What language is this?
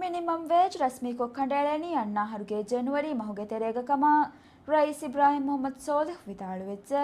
Divehi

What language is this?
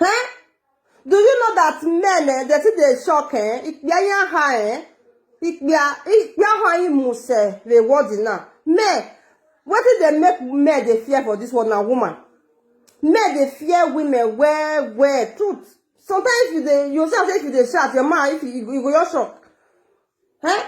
Nigerian Pidgin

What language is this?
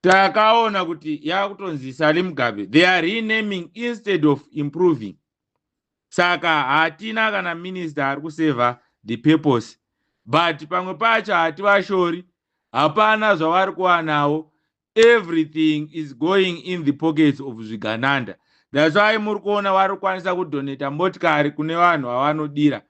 Shona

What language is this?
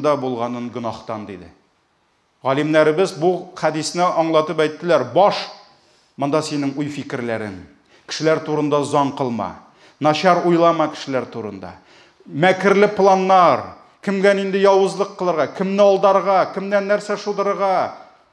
Tatar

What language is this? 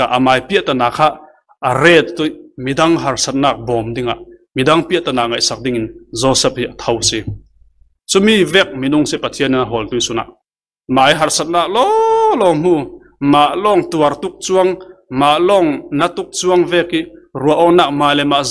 Falam Chin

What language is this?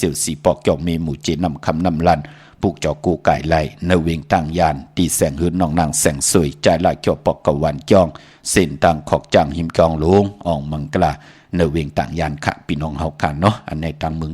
Shan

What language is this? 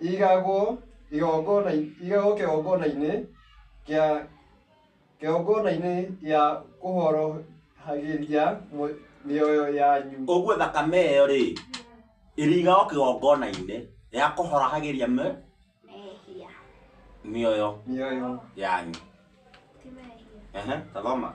Kikuyu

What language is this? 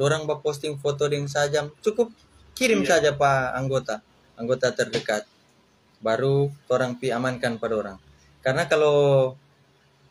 Manado Malay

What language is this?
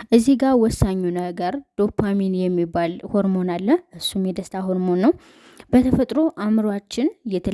Amharic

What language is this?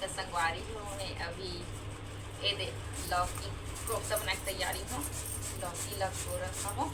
Chhattisgarhi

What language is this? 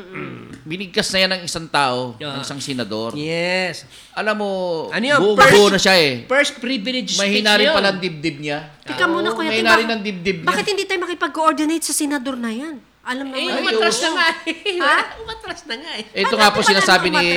Filipino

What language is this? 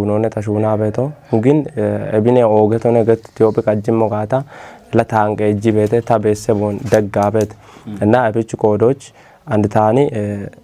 Kafa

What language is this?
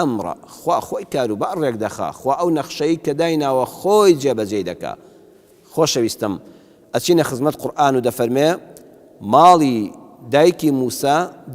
Central Kurdish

